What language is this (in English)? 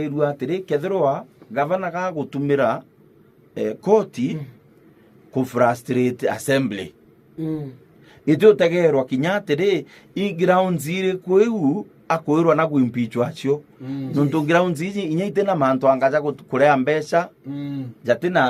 Meru